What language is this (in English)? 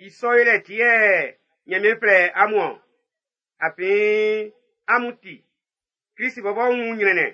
Baoulé